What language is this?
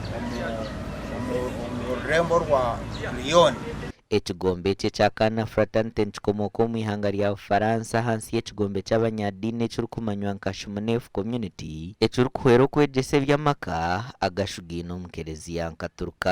Nyankole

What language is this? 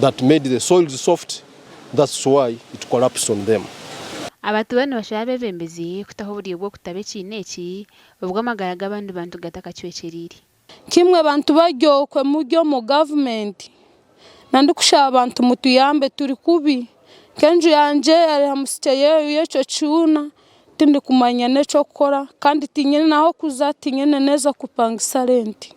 Nyankole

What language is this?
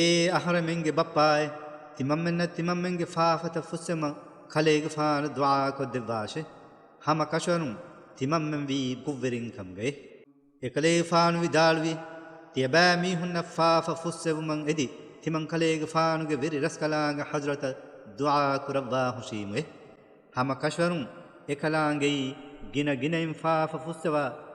Divehi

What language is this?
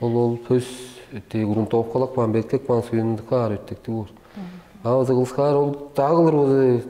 Tuvinian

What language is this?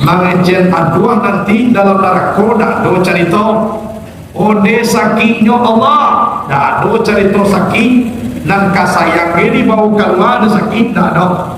Minangkabau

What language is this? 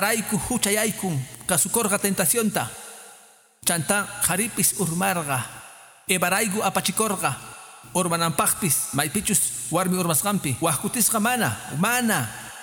Quechua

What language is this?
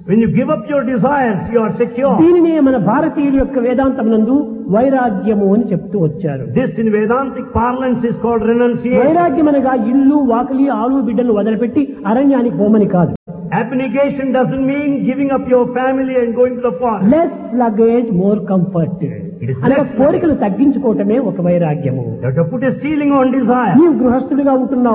Telugu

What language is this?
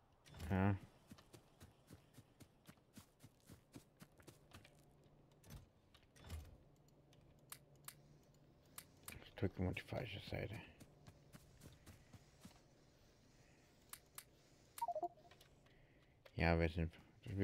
German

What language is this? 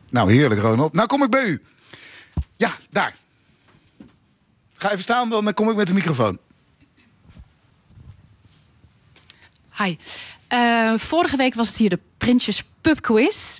Dutch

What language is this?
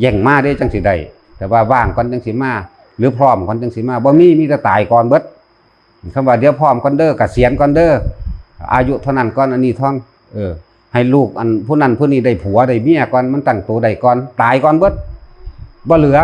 Northeastern Thai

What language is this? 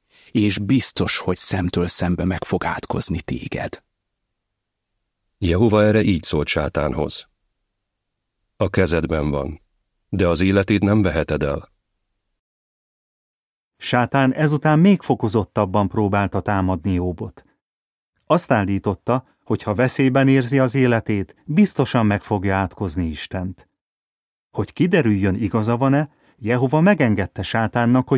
Hungarian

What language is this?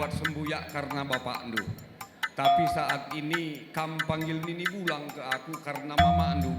Batak Karo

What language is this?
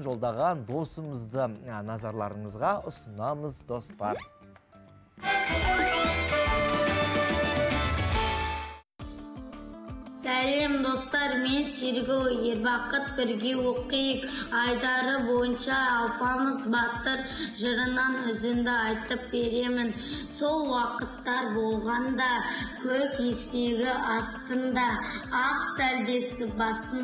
Kazakh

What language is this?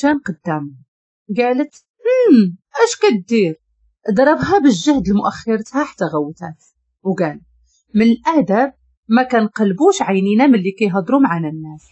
Moroccan Arabic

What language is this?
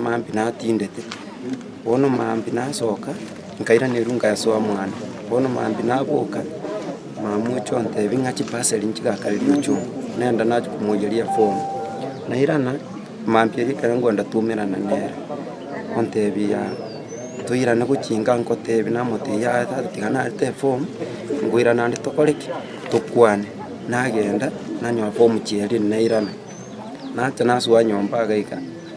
Gusii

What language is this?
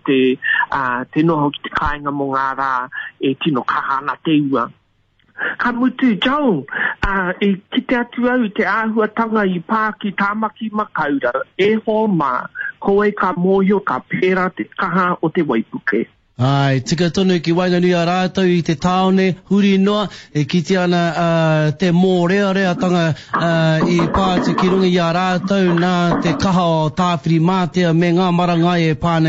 Māori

